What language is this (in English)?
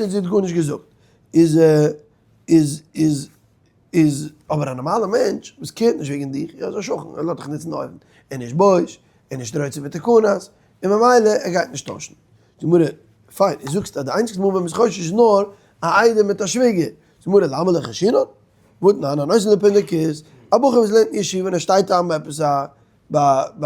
Yiddish